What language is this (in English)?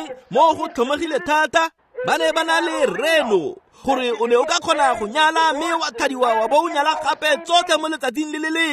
Tswana